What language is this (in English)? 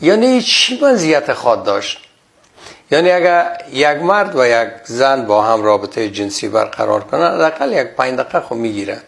Persian